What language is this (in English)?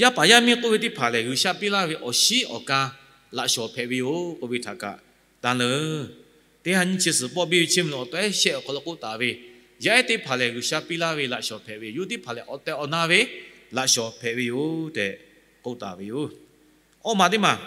Lahu